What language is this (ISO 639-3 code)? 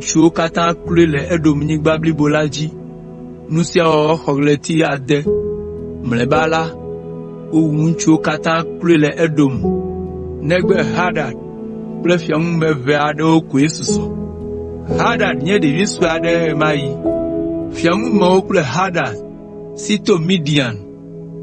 ewe